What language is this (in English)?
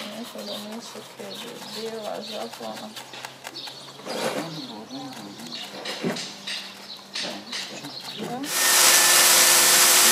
Croatian